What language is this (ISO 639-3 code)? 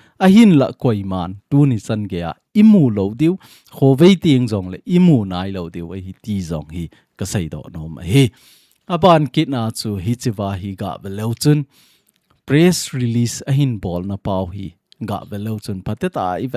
tcz